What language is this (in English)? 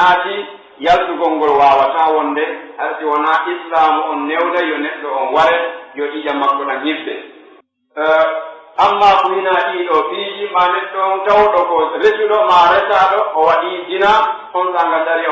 Pular